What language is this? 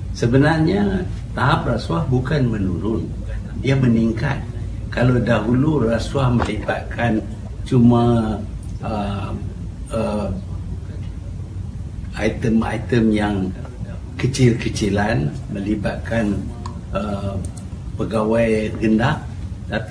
Malay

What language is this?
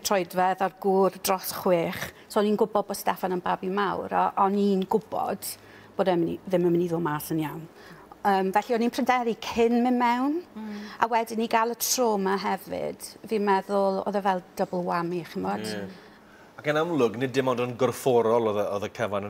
Welsh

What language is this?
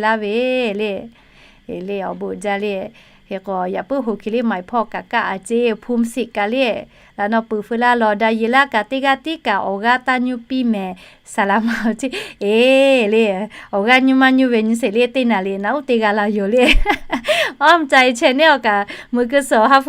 Lahu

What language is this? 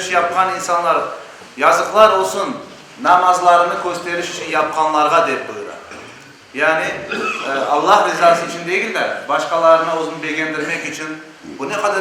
Crimean Tatar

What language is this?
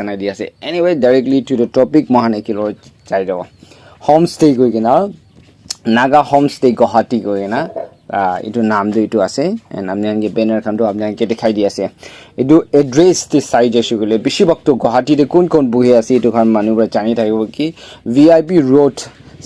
Naga Pidgin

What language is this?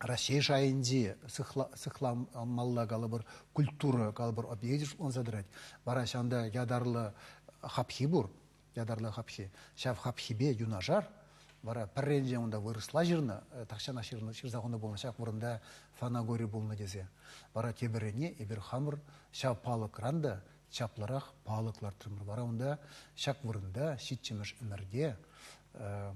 Chuvash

